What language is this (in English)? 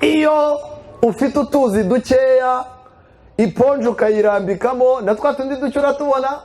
Kinyarwanda